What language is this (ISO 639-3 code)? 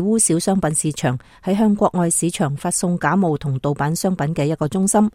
yue